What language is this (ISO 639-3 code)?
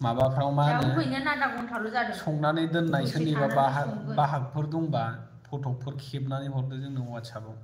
brx